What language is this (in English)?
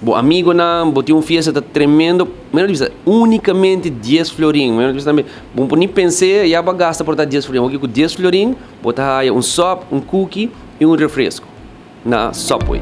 Papiamento